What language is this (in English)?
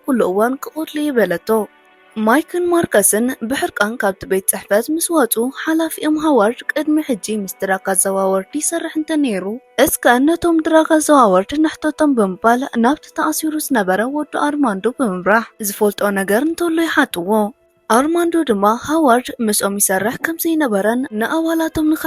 Tigrinya